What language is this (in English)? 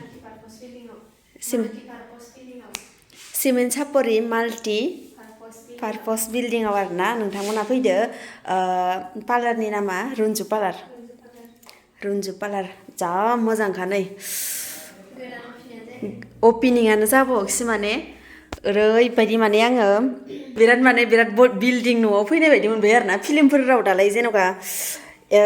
Bodo